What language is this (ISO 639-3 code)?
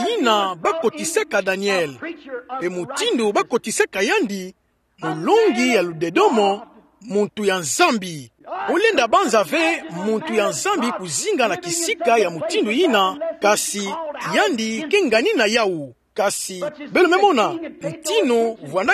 ktu